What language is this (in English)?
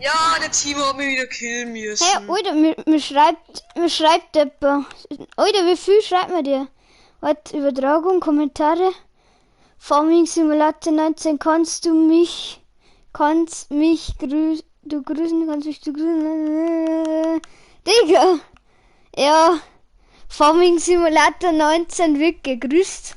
Bavarian